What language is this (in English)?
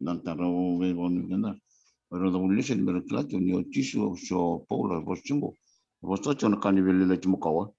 Fijian